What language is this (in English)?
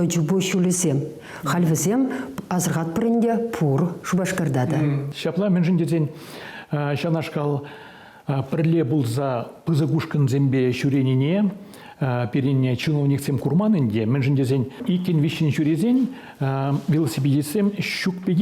Chuvash